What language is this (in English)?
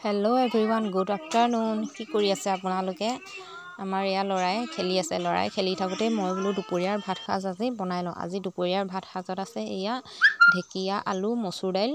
Assamese